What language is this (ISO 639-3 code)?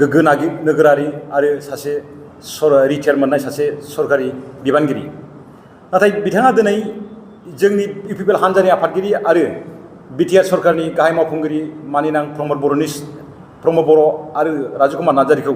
brx